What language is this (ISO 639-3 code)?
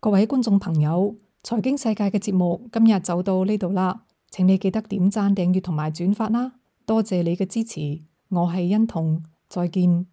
yue